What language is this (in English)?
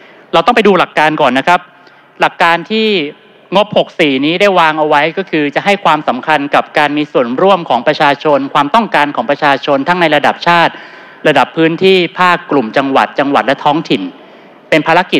Thai